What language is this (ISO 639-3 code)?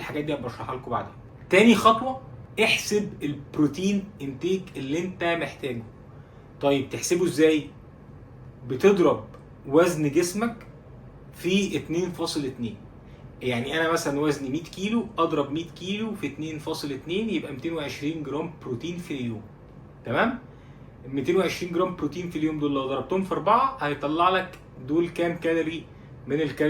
arz